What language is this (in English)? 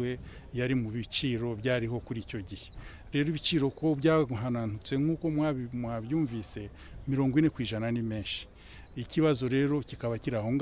Kinyarwanda